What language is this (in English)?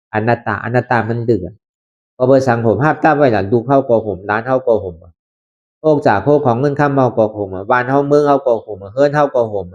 Shan